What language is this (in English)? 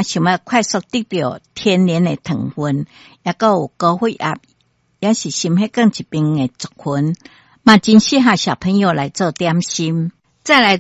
Min Nan Chinese